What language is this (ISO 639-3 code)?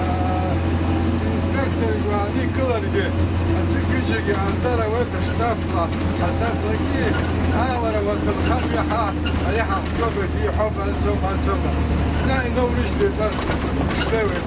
abk